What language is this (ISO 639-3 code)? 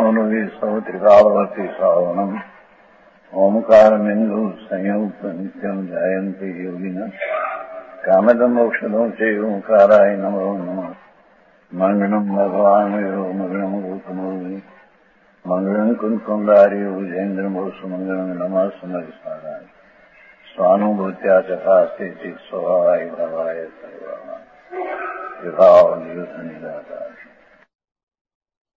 guj